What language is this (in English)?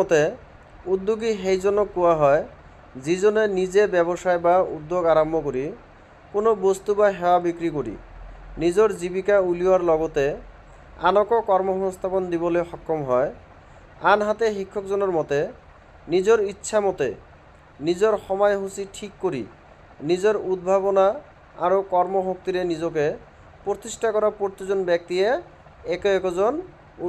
Assamese